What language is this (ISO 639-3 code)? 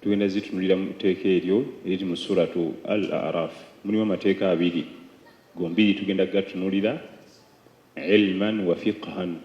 lug